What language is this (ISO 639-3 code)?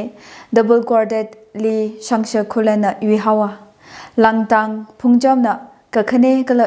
nmf